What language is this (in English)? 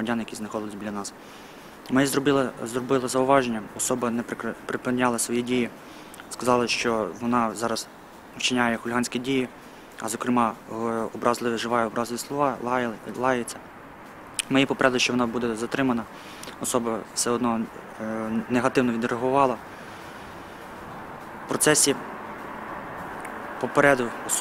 Ukrainian